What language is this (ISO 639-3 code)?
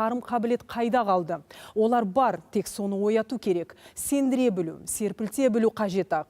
kaz